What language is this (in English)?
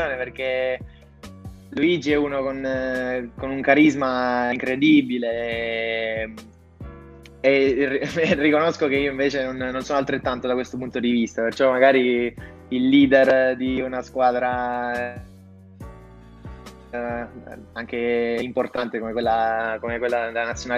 Italian